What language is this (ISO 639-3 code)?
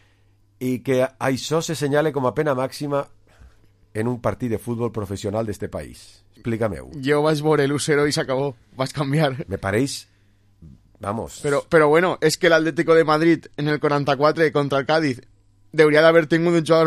cat